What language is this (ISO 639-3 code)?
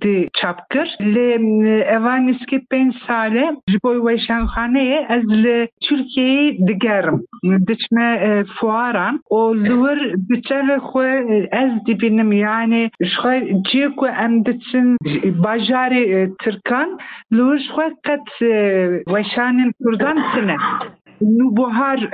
kur